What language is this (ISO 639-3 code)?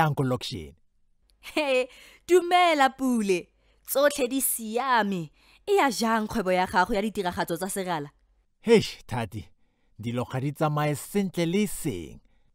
tsn